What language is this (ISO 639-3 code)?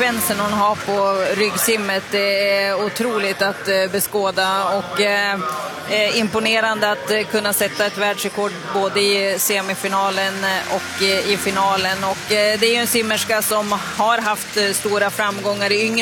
swe